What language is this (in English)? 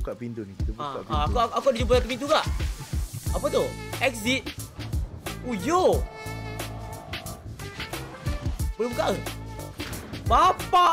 Malay